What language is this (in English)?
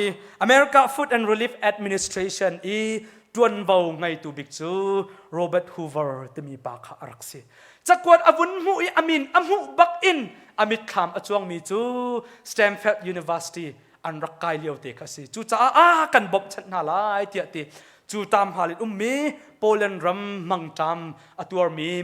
Hakha Chin